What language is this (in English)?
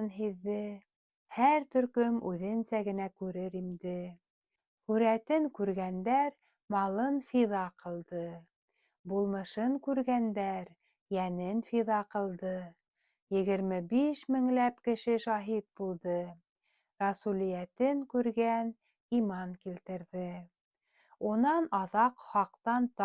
Bashkir